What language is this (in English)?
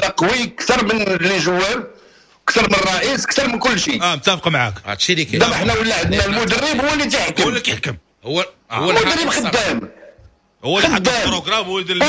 Moroccan Arabic